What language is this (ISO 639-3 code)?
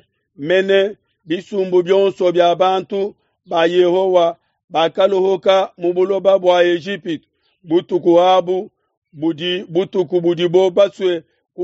lua